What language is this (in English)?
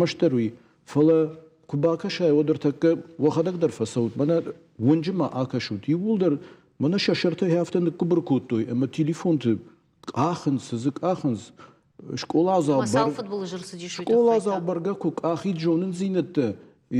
Ossetic